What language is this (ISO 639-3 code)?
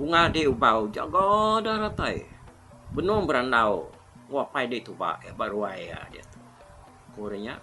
iba